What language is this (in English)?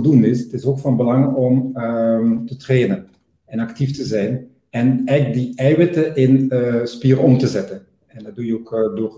Dutch